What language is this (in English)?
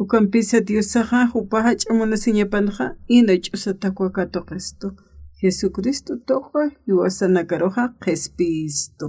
Aymara